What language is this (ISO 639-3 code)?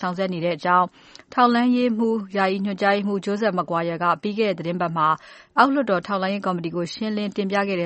mya